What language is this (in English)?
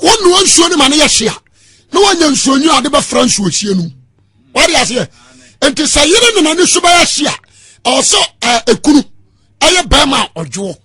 Akan